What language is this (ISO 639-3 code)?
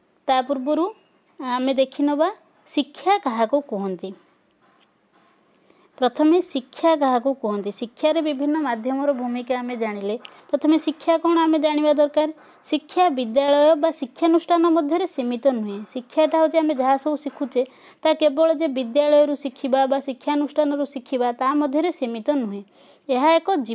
ori